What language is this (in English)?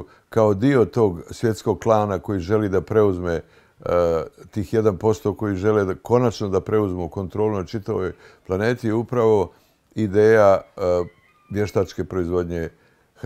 Bosnian